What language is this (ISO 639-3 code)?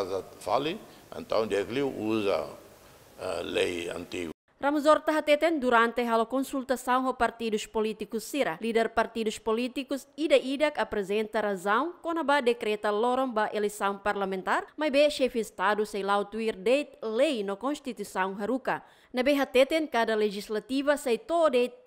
tet